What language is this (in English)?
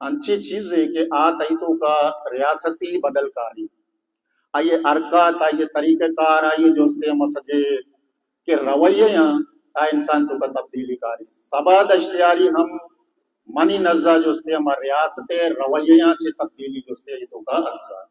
Baluchi